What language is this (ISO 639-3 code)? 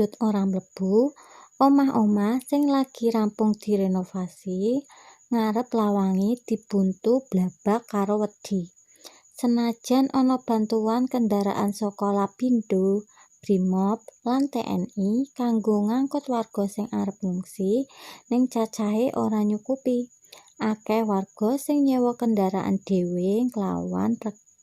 jav